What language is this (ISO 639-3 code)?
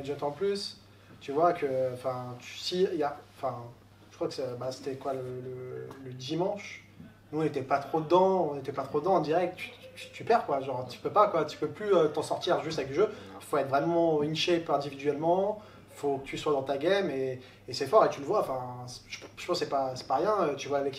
fra